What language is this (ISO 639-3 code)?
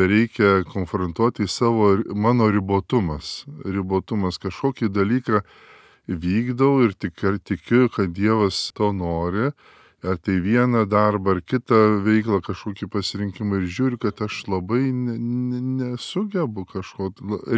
lit